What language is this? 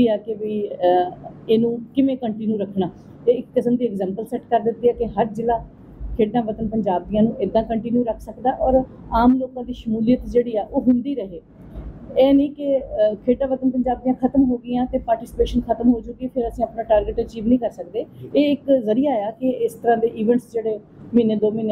Punjabi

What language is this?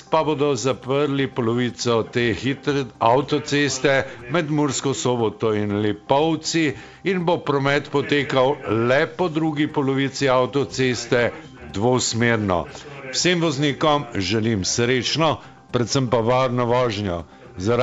Slovenian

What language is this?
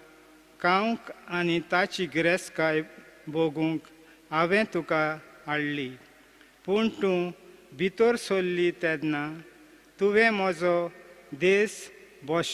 Konkani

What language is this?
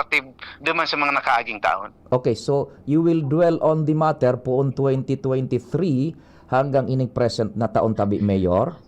Bikol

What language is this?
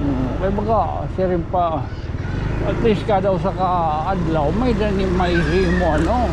Waray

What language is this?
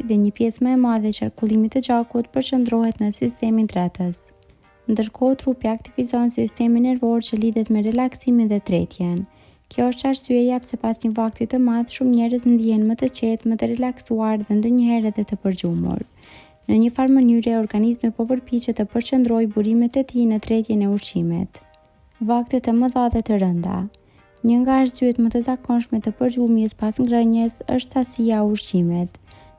Albanian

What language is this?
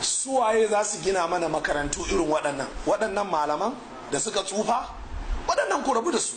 Hausa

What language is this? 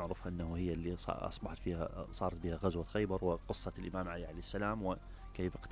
Mesopotamian Arabic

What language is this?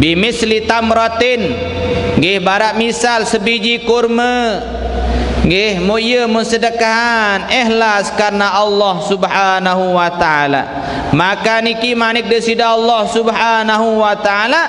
Sasak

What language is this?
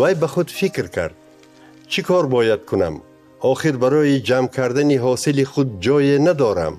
Tajik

